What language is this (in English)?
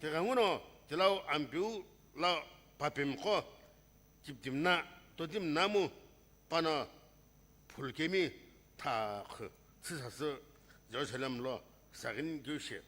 Sumi Naga